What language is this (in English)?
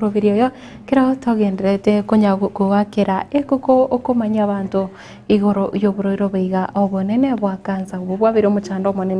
Gusii